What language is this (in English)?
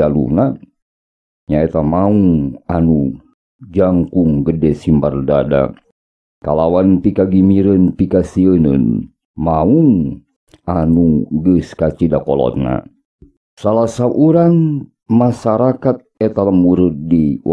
Sundanese